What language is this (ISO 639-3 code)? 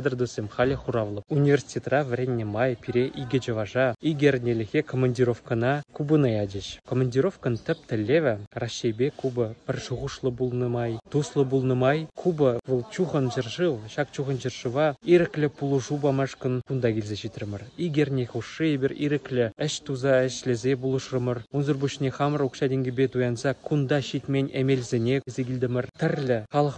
chv